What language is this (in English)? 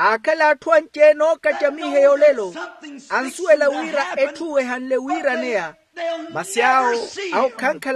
Makhuwa